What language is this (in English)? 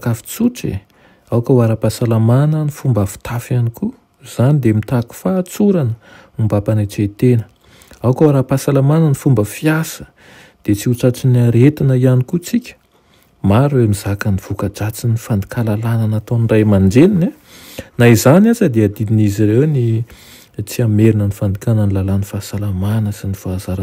Malagasy